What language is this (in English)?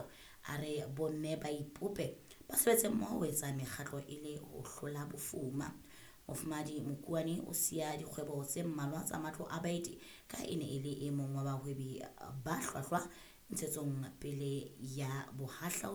Southern Sotho